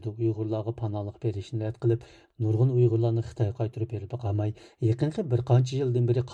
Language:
Uyghur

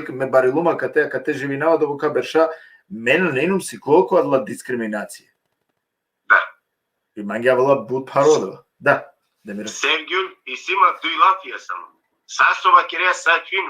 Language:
Balkan Romani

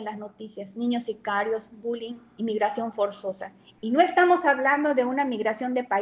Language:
Spanish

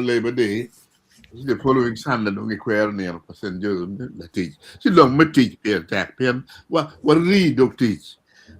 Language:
Acoli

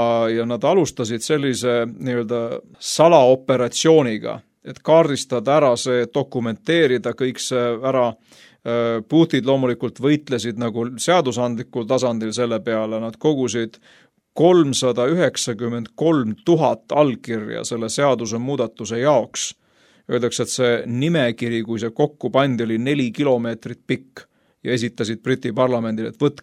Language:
Estonian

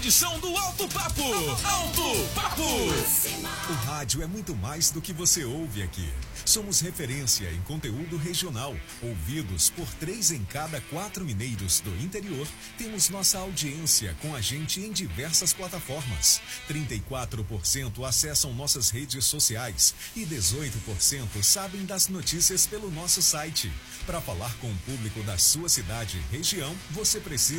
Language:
Portuguese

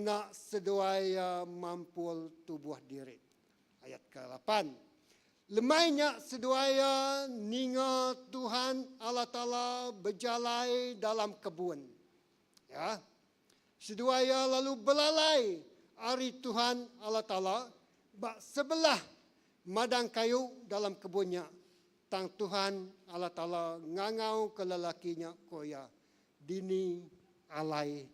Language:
Iban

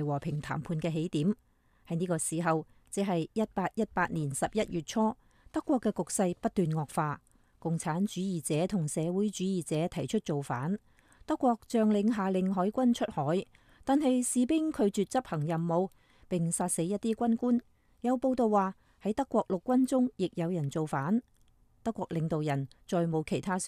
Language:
Cantonese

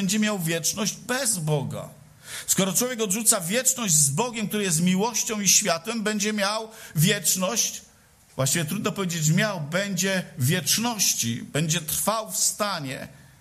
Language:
Polish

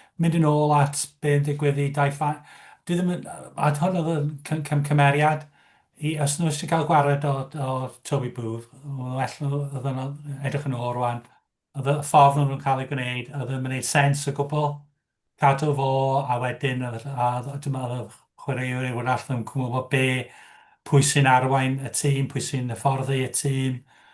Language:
Welsh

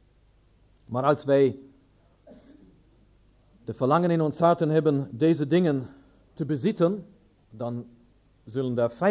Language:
Dutch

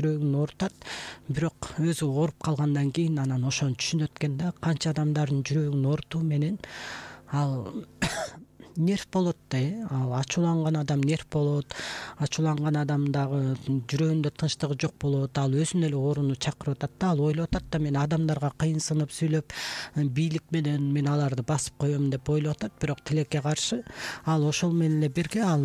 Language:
Kyrgyz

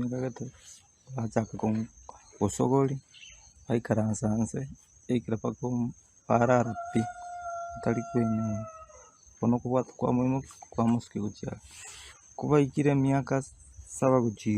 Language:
Gusii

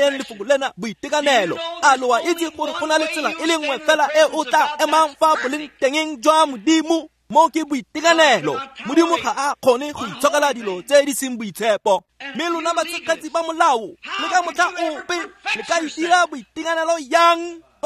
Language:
Tswana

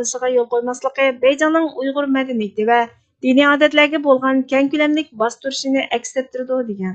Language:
Uyghur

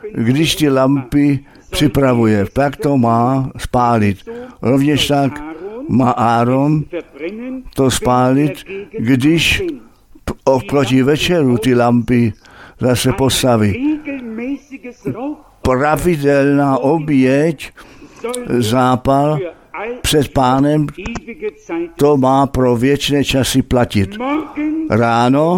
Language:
Czech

